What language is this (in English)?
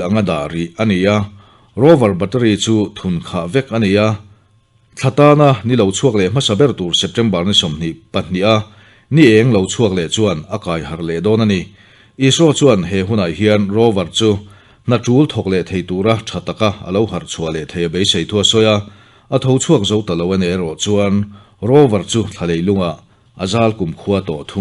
Mizo